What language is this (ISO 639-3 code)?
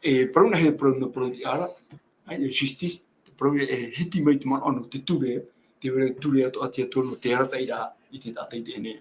tah